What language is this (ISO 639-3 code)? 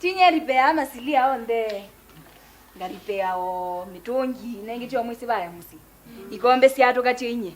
kam